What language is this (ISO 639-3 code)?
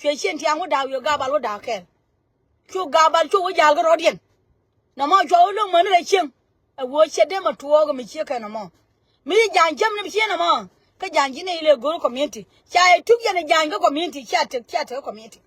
nus